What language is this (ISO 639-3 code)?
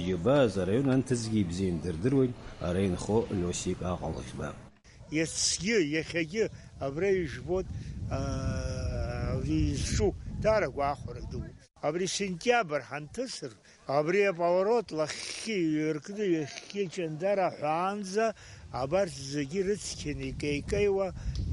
abk